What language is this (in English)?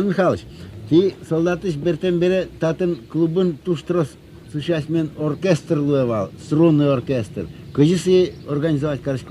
Udmurt